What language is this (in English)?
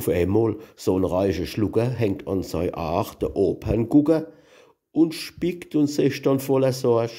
Palatine German